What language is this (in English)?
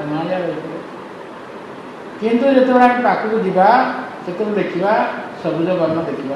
Odia